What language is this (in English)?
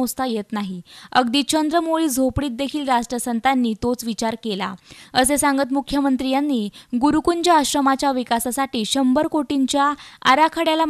Marathi